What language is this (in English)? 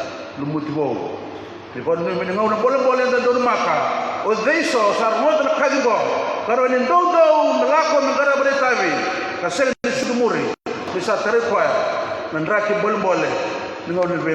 Fijian